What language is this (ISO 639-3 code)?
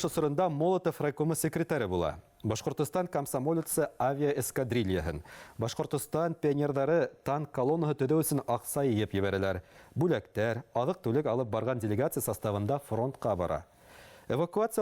bak